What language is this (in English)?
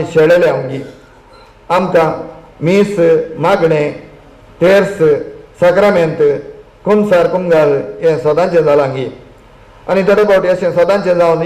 Konkani